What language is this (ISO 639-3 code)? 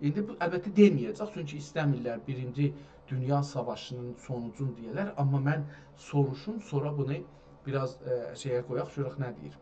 azb